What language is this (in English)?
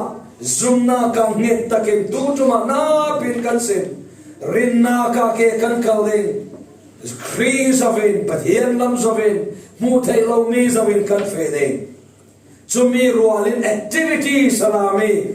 Falam Chin